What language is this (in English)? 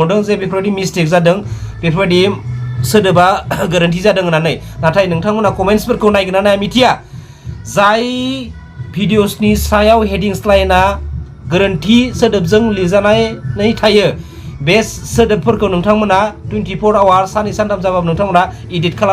Bodo